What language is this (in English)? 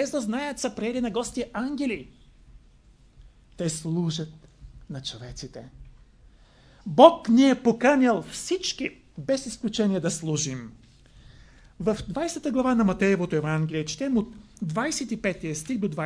Bulgarian